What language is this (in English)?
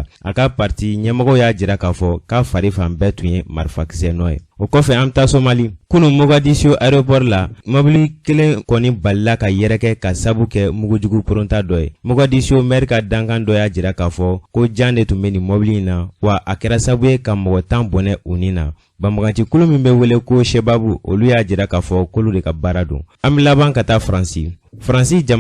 Bambara